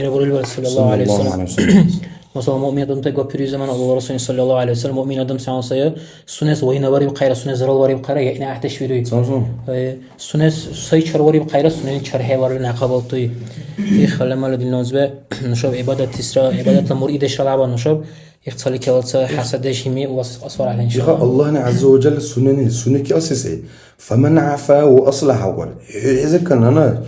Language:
Dargwa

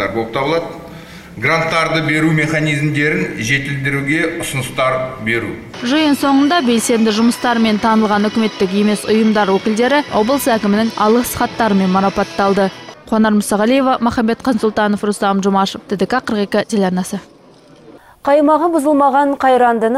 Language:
Kazakh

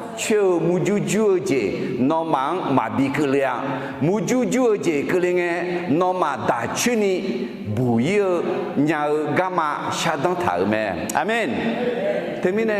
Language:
Akha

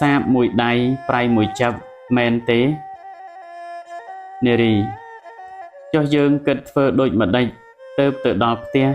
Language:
Khmer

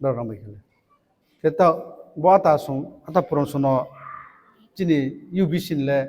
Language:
Riang (India)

